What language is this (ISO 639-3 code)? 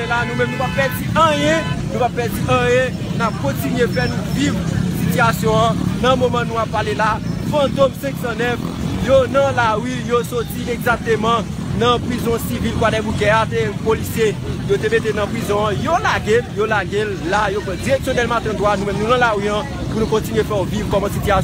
hat